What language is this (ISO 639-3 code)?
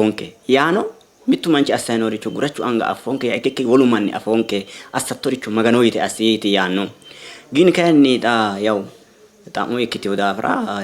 sid